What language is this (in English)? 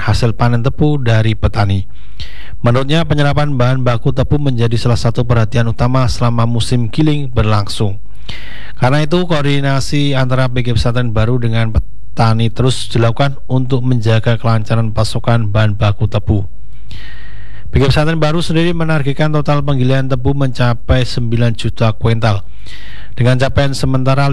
Indonesian